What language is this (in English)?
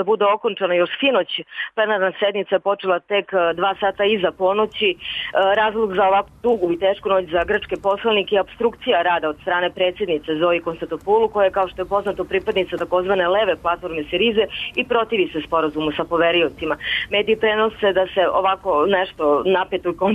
Serbian